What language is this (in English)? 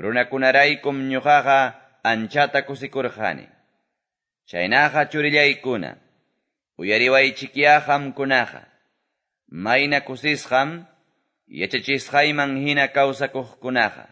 Quechua